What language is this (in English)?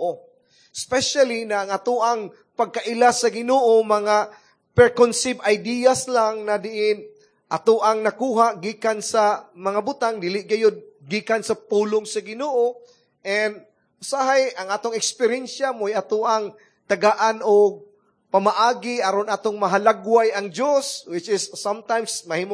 Cebuano